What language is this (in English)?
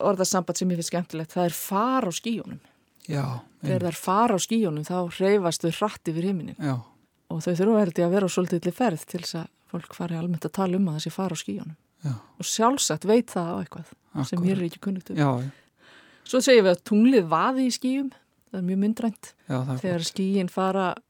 Icelandic